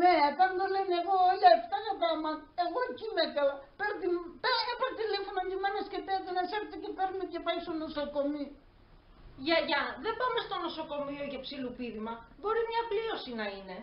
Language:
Pontic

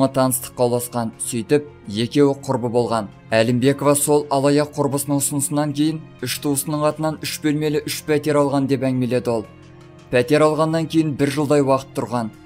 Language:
Kazakh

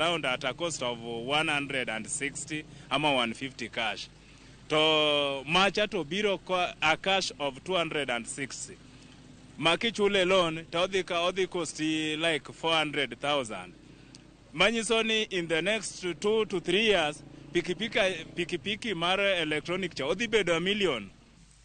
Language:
Luo (Kenya and Tanzania)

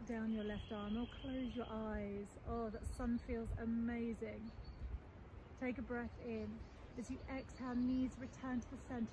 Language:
English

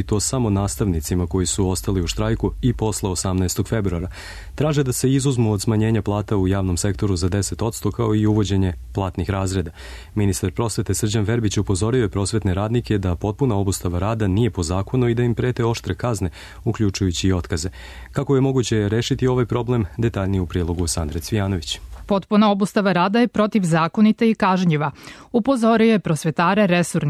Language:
Serbian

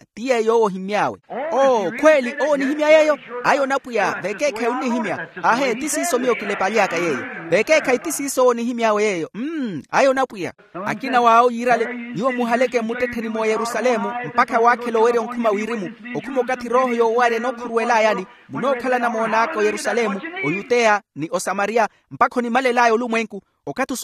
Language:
Makhuwa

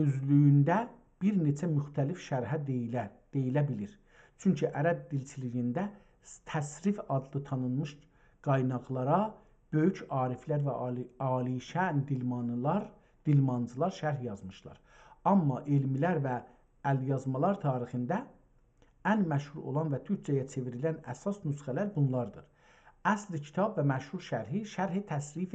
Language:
South Azerbaijani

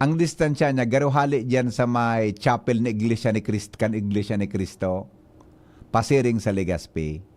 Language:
Bikol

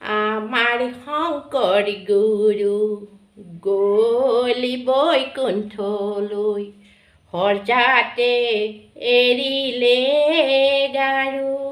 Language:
Assamese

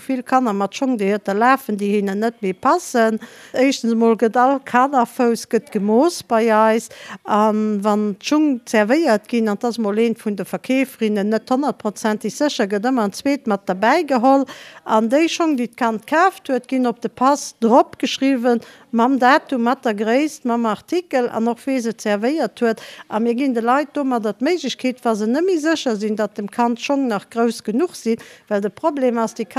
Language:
Luxembourgish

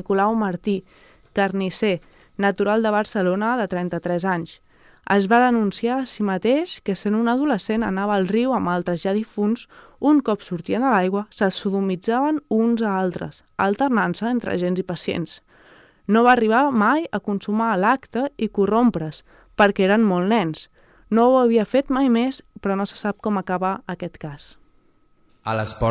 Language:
Catalan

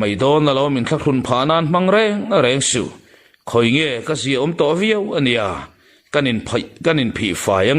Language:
Mizo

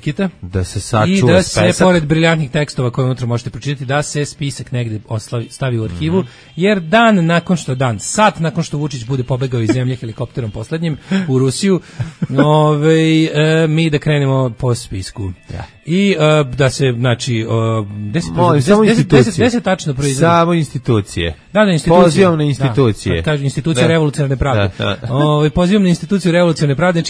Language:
Serbian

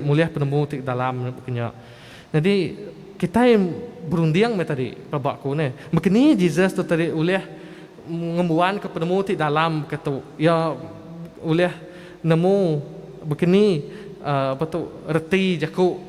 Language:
Iban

